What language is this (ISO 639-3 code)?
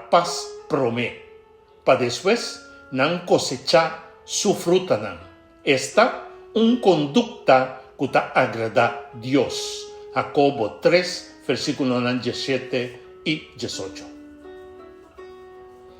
pap